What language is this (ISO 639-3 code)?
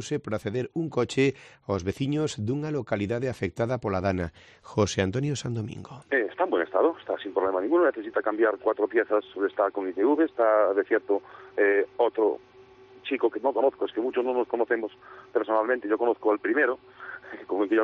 glg